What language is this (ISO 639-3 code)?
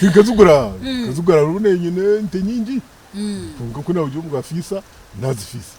nyn